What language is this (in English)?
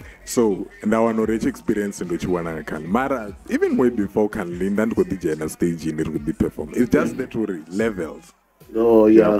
Venda